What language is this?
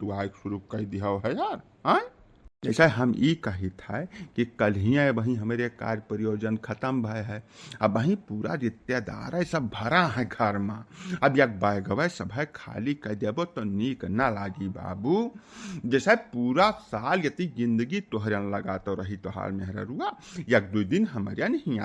Awadhi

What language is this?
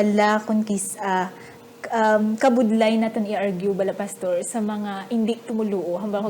Hiligaynon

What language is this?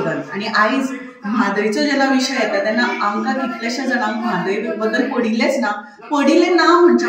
Konkani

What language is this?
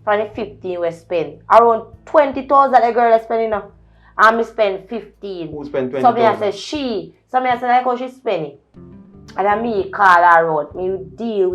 Jamaican Creole English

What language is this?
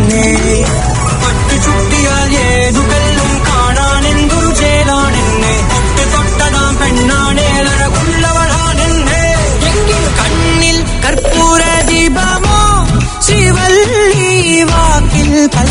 Malayalam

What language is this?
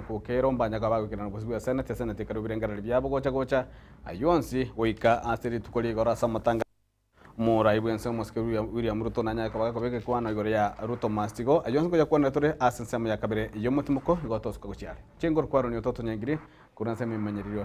Gusii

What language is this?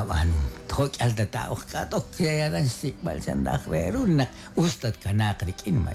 Kekchí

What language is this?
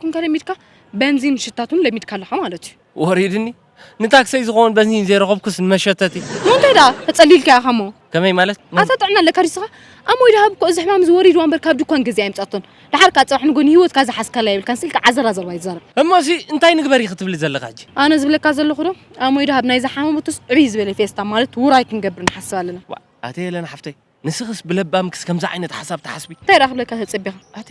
Tigrinya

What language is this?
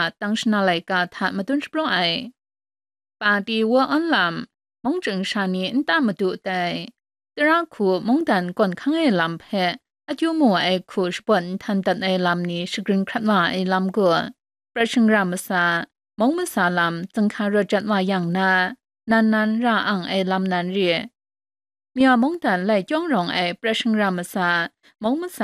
Kachin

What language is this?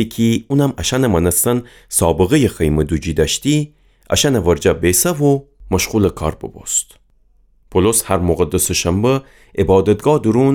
Gilaki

